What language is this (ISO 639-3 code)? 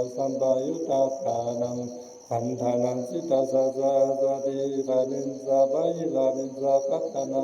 pli